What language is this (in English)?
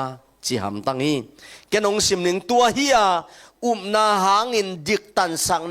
Tedim Chin